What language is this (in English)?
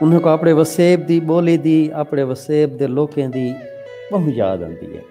Saraiki